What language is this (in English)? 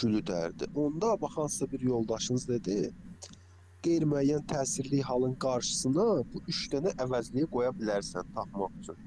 Azerbaijani